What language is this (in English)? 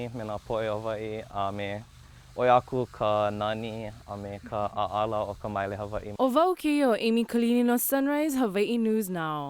Hawaiian